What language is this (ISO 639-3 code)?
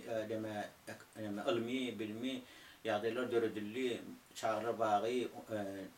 tuk